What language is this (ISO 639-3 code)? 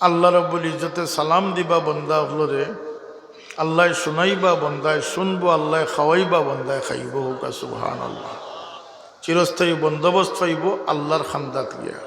syl